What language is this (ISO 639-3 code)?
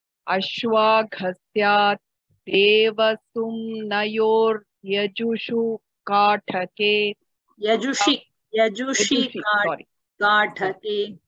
san